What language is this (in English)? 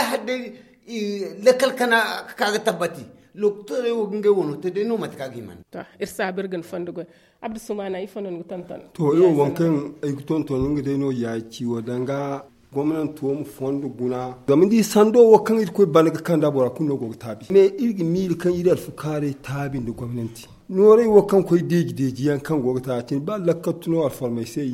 Zarma